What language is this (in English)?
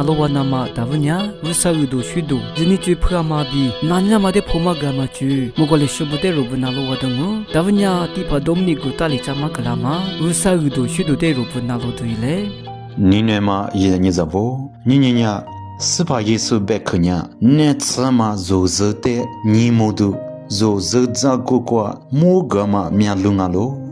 Lisu